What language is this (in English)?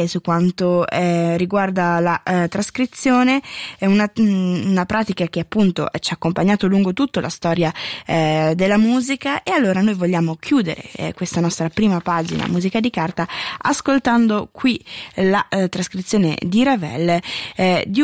Italian